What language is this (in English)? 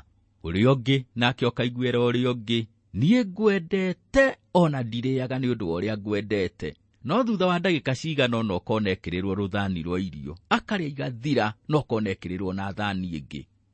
Kikuyu